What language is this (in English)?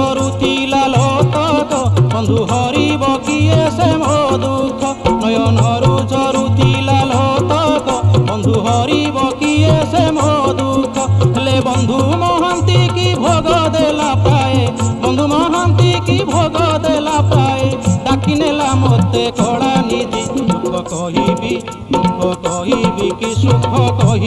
Odia